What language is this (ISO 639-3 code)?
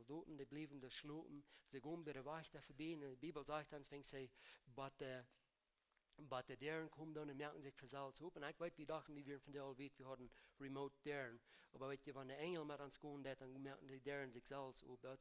pdt